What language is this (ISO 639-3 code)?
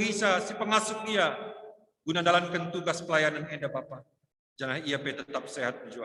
btx